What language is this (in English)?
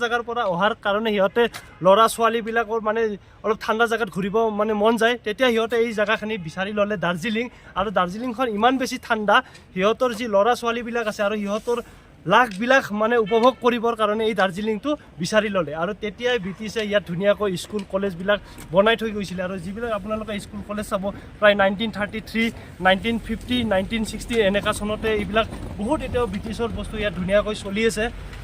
Assamese